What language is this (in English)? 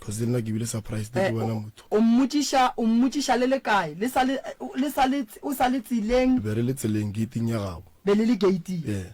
Northern Sotho